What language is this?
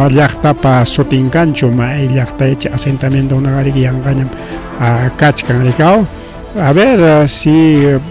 Ayacucho Quechua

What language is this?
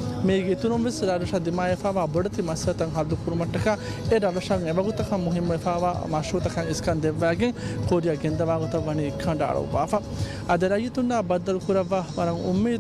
Divehi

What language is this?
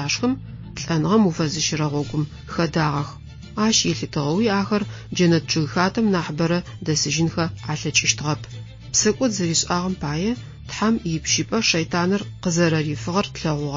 Adyghe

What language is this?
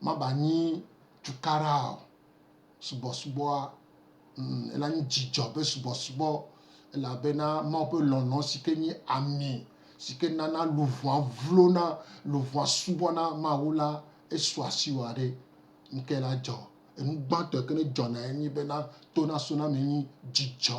Gen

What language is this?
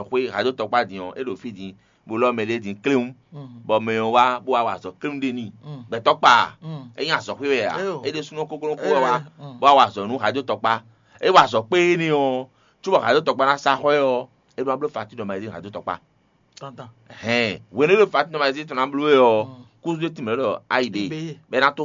Fon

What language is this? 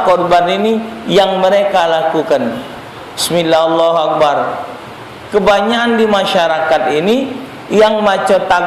Musi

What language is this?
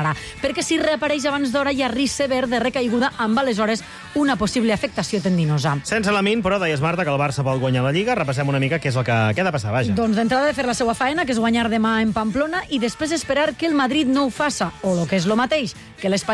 Catalan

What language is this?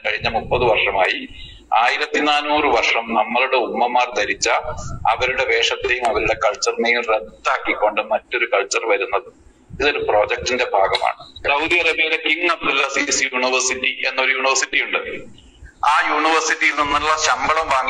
Malayalam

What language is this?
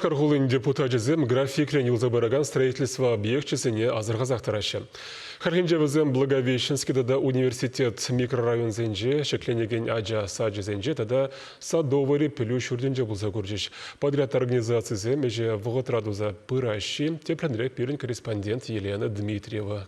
Chuvash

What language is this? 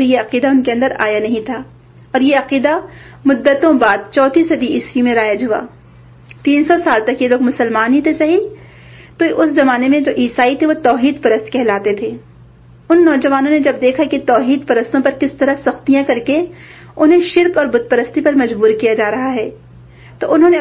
Urdu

